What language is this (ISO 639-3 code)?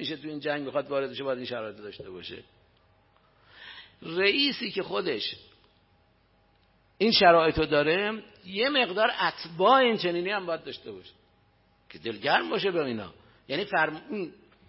fas